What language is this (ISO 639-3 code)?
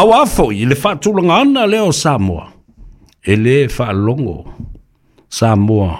smo